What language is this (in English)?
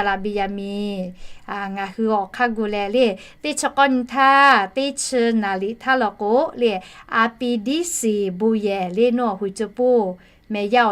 Lahu